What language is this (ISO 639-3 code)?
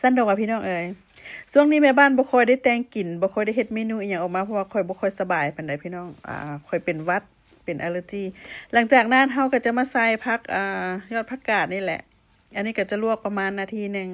lao